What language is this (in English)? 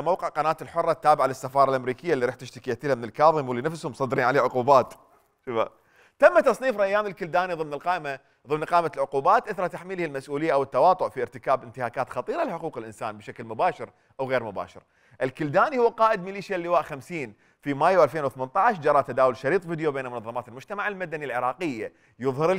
Mesopotamian Arabic